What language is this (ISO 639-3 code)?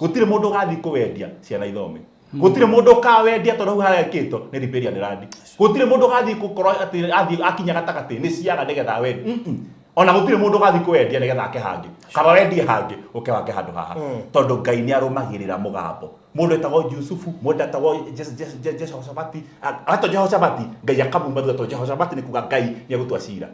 kik